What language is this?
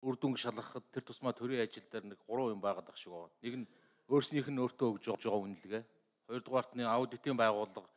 Mongolian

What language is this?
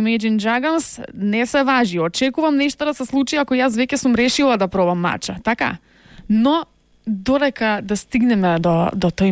Macedonian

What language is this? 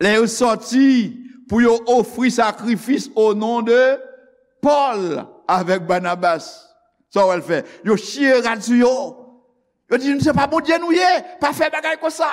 Haitian Creole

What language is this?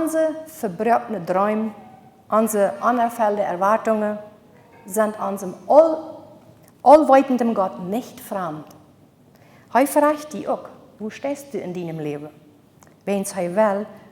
Plautdietsch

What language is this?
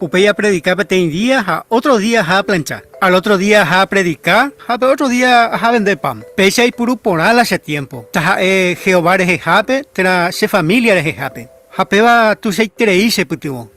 Guarani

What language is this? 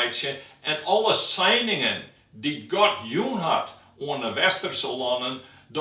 Western Frisian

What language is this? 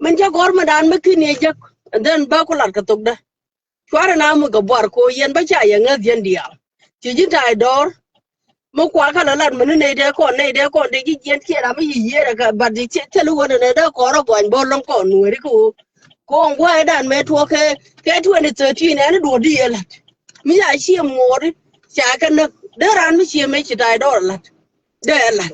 Nuer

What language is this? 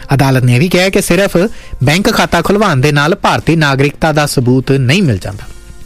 Punjabi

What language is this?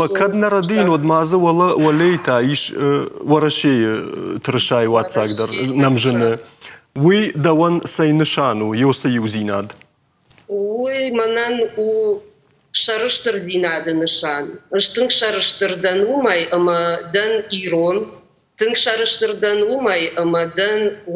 Ossetic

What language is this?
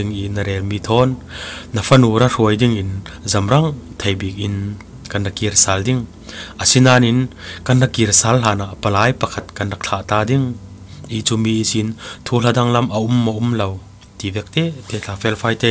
Falam Chin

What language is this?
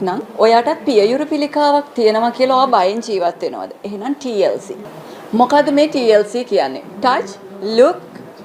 Sinhala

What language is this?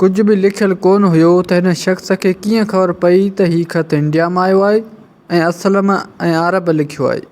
Sindhi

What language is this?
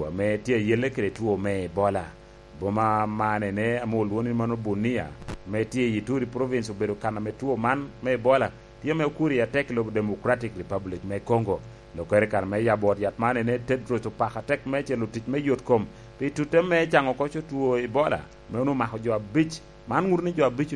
Lango (Uganda)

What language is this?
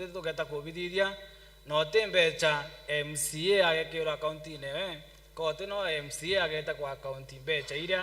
Meru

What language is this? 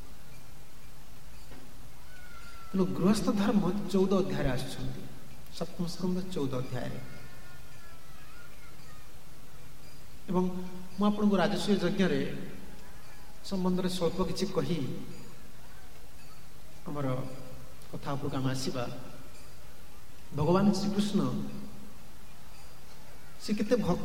Odia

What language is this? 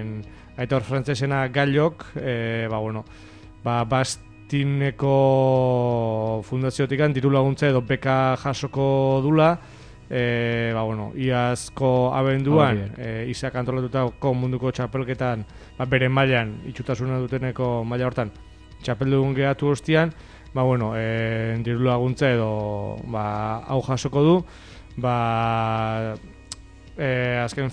Basque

